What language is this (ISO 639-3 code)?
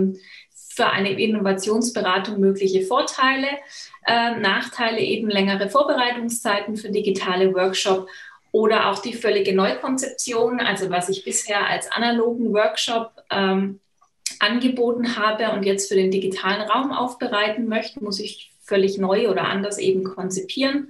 deu